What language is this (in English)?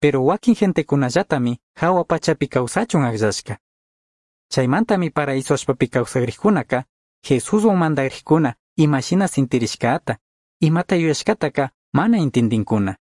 Chimborazo Highland Quichua